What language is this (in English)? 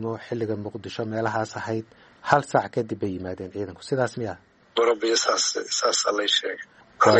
Somali